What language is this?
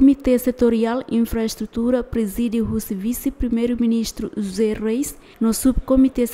Tetum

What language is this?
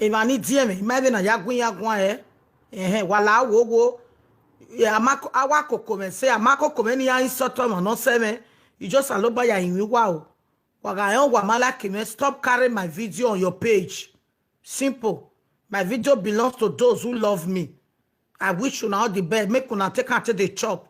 Nigerian Pidgin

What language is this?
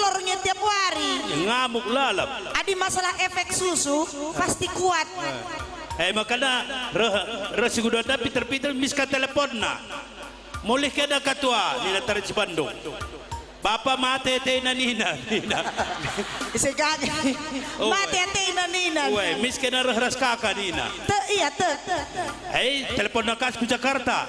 Batak Karo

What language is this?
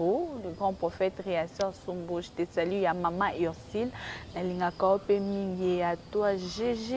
Lingala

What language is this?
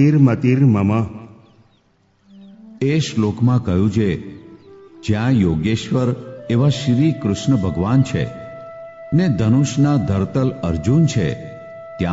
Gujarati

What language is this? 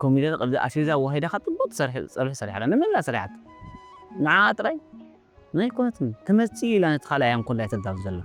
Tigrinya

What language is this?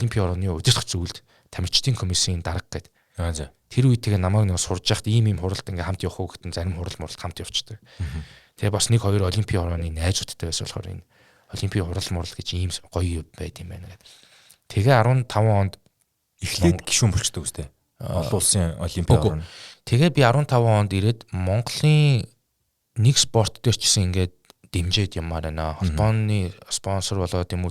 Mongolian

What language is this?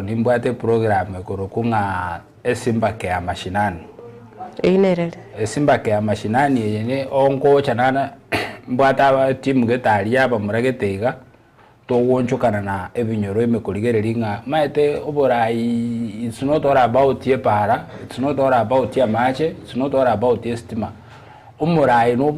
Gusii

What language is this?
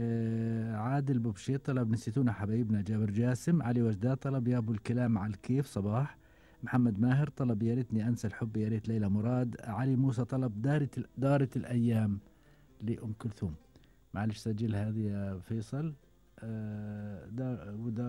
Gulf Arabic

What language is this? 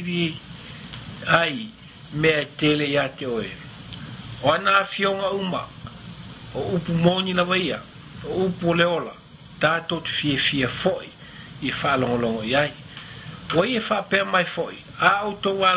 Samoan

